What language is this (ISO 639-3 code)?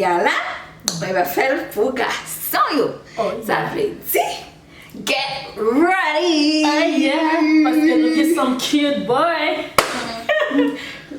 hat